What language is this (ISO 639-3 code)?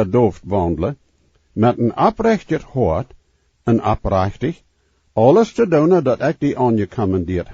pdt